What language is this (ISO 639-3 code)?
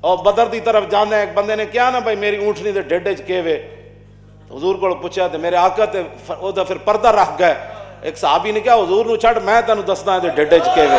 lah